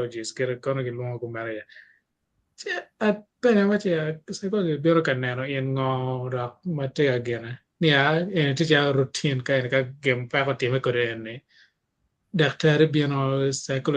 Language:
Acoli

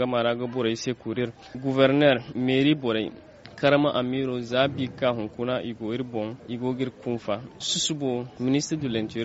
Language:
Zarma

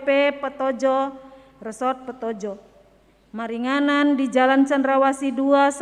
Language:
Batak Toba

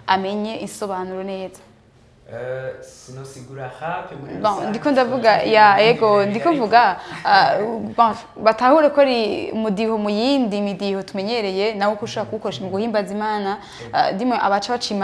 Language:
Rundi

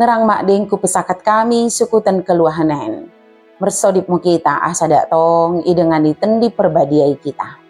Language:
Batak Dairi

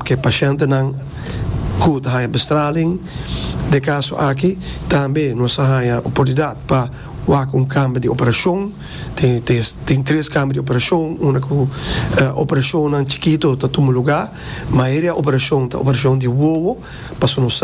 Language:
Papiamento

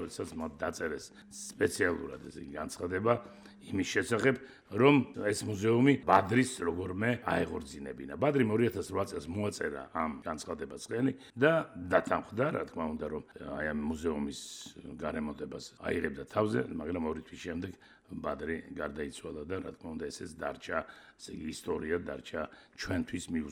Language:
Georgian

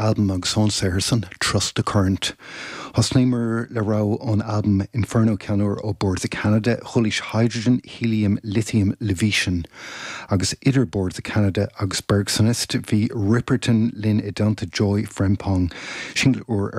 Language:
Irish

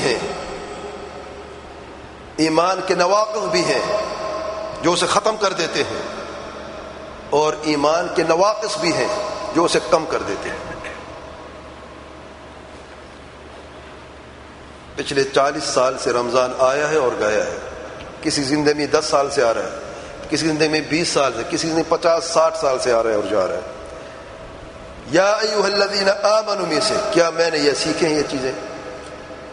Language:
Urdu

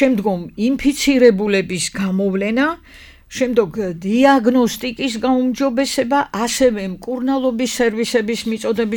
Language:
Georgian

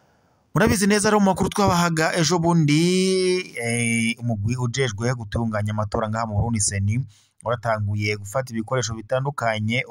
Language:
Rundi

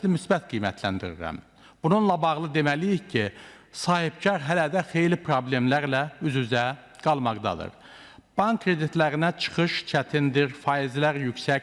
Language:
Azerbaijani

